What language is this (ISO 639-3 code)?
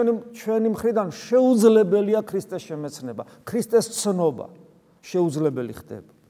kat